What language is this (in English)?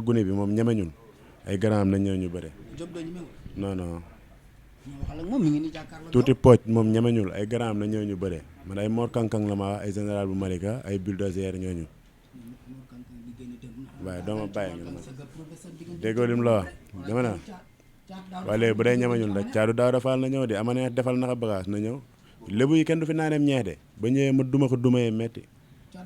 Wolof